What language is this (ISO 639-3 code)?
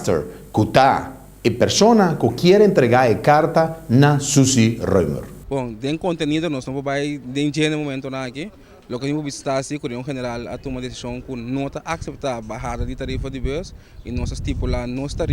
pap